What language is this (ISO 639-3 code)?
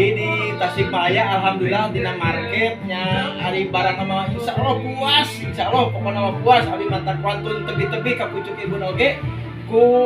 sun